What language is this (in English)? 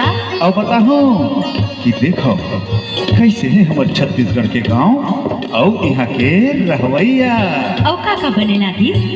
Chhattisgarhi